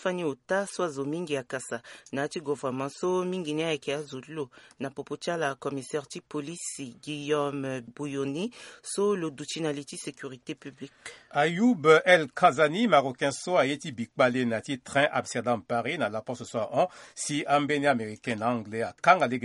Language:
Sango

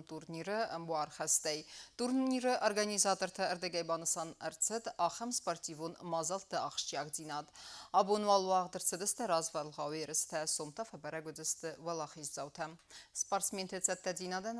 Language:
Ossetic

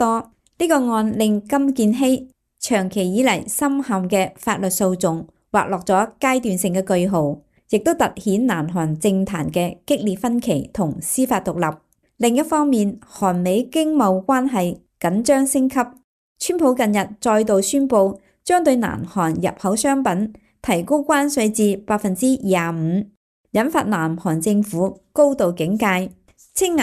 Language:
Cantonese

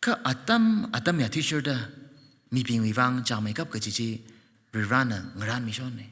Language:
Tangkhul Naga (India)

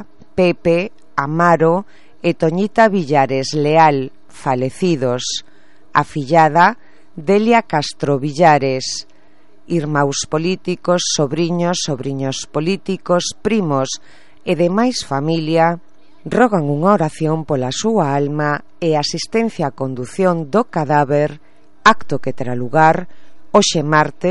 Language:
Galician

